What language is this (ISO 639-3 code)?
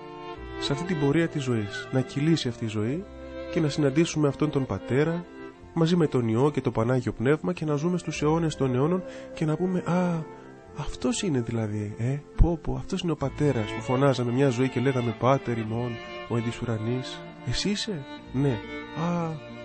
ell